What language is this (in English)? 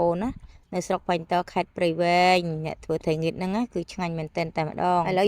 Khmer